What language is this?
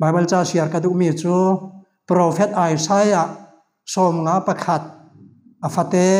Falam Chin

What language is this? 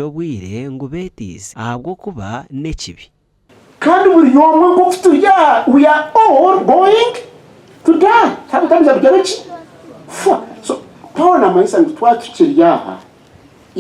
Nyankole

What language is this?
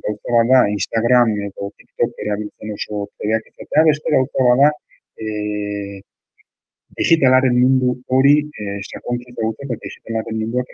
Basque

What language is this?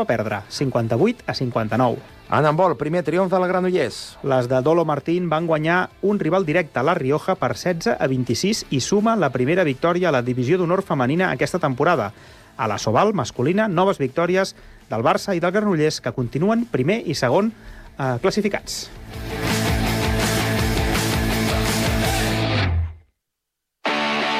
Catalan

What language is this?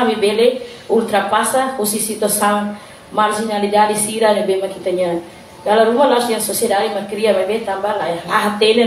Tetum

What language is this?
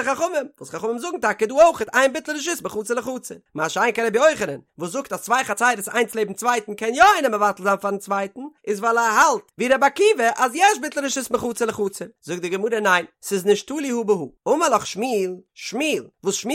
Yiddish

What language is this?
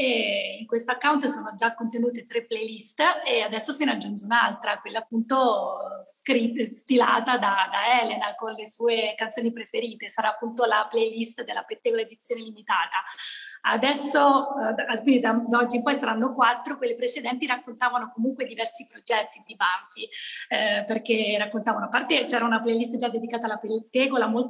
Italian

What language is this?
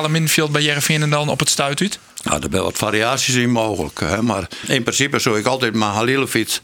Western Frisian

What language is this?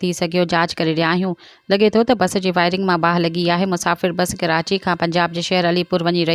Sindhi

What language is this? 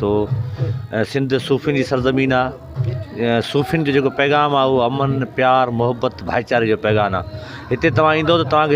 Sindhi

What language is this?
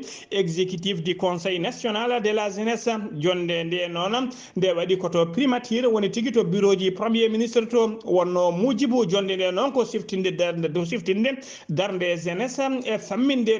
Fula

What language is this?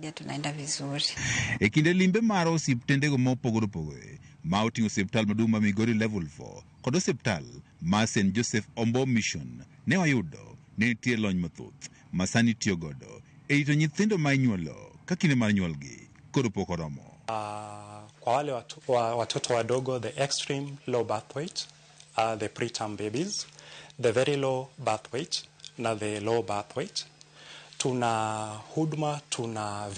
Luo (Kenya and Tanzania)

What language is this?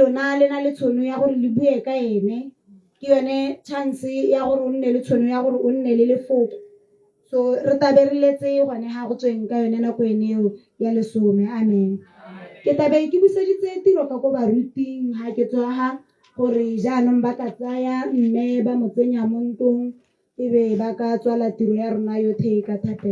Tswana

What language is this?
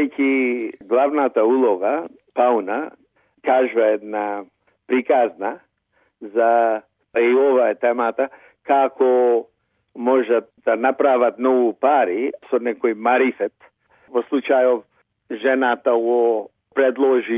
Macedonian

